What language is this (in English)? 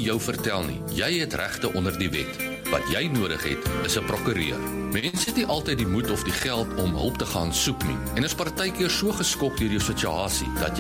Afrikaans